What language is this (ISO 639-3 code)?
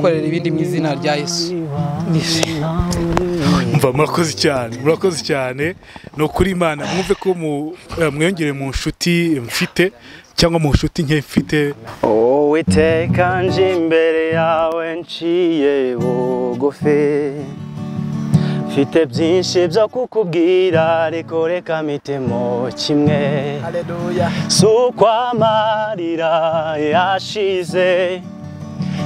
kin